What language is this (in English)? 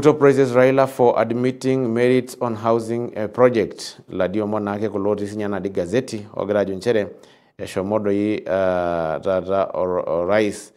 Masai